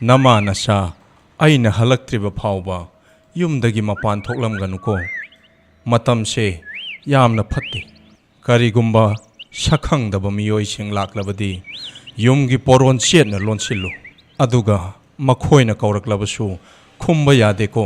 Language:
Manipuri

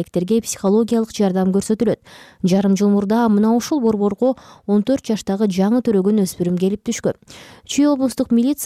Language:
Kyrgyz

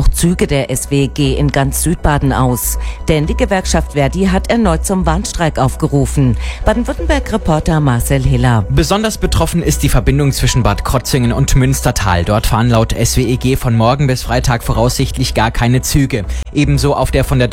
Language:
German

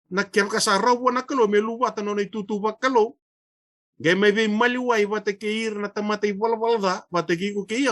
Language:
Fijian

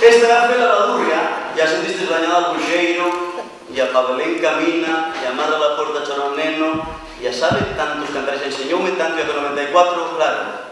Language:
Asturian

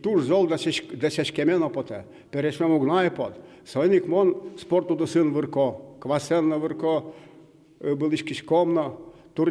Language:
Udmurt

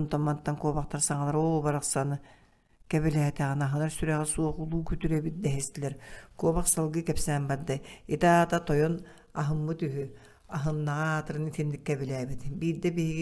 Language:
Yakut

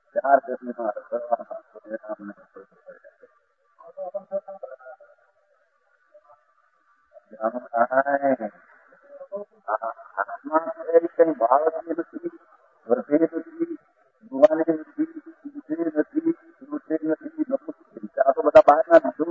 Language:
Gujarati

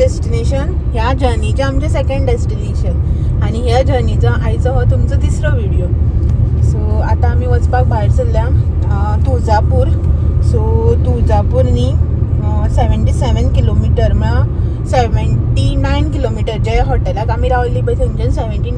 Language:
Konkani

